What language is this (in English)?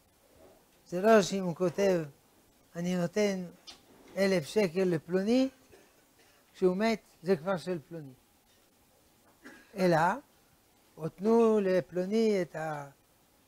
Hebrew